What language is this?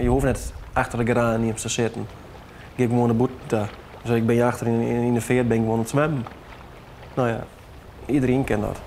Western Frisian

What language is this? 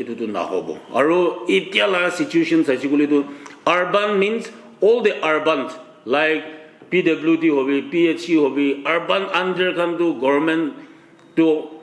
Naga Pidgin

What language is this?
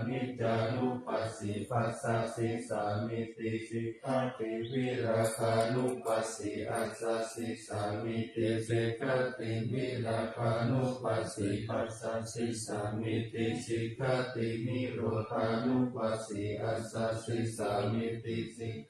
Pali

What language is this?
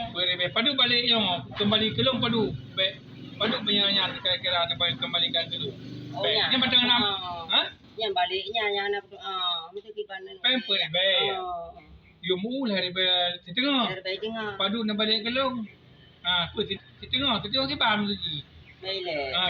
Achinese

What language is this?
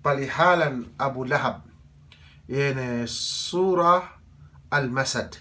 Yakan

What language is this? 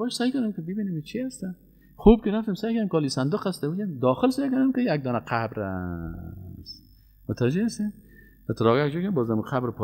Persian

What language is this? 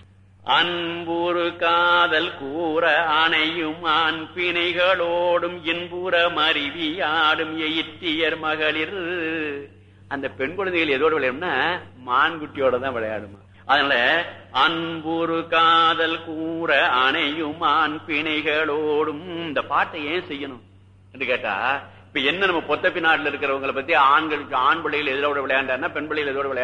Tamil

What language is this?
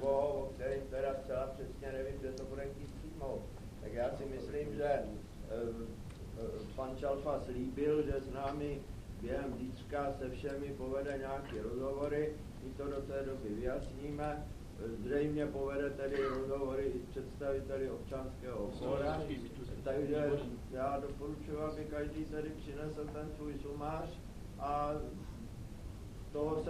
Czech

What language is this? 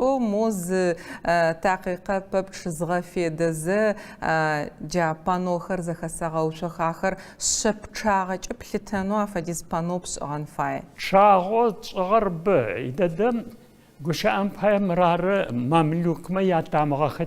Adyghe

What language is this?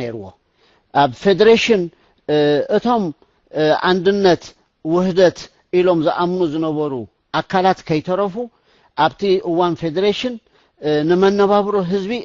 Tigrinya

